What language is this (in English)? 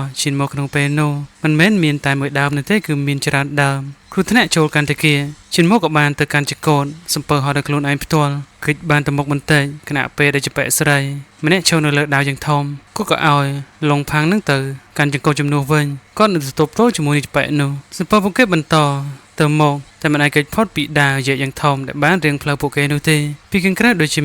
Khmer